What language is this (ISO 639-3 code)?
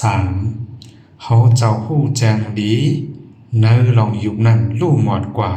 shn